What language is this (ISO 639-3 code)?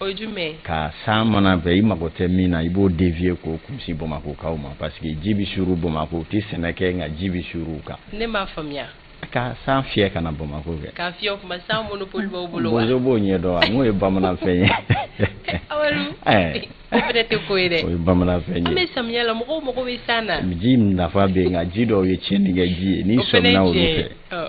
bam